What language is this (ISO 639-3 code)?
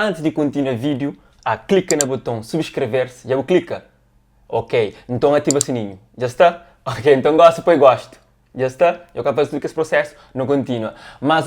kea